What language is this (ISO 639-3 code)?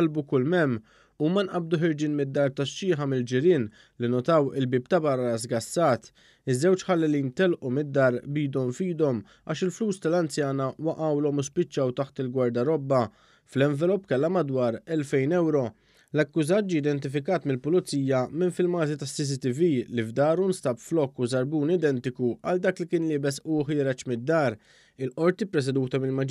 mlt